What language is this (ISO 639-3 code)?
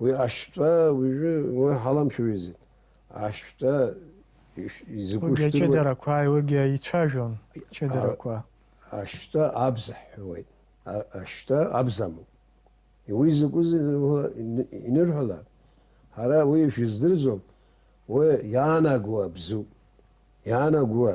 abk